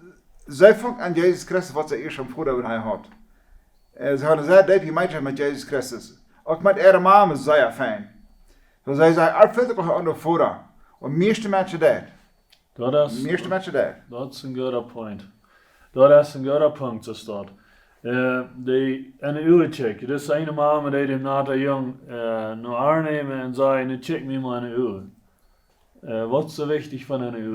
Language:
Plautdietsch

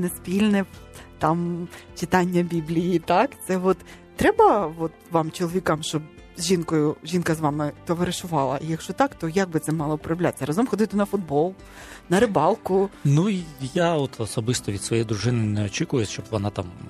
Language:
Ukrainian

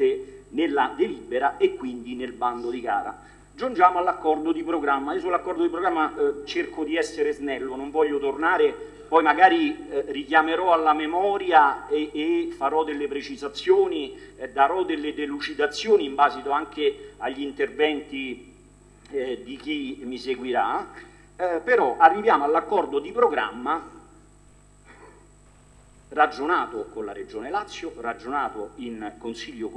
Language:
Italian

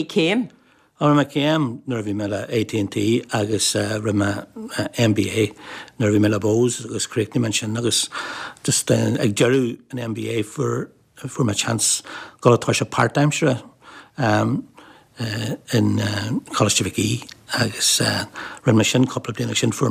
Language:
Irish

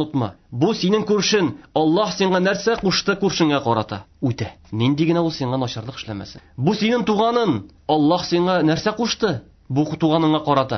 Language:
Tatar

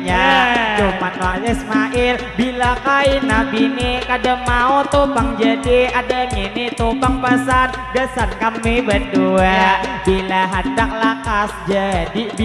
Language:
Banjar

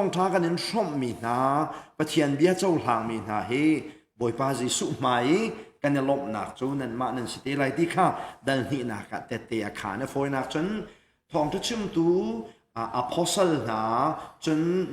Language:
Hakha Chin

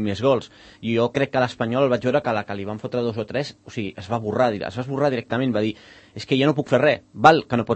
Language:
Catalan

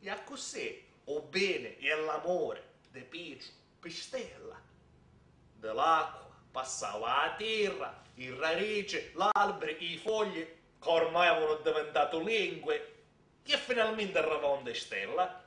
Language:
Sicilian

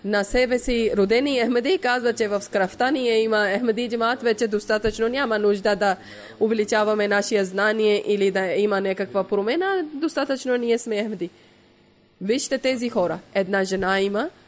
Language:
Bulgarian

